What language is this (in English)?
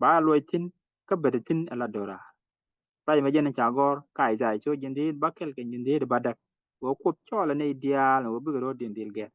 Nuer